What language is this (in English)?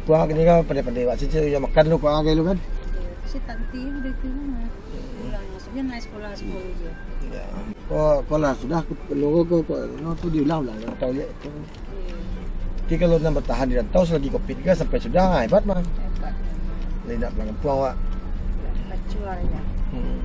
Minangkabau